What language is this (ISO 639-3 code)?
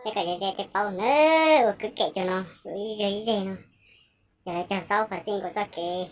hmn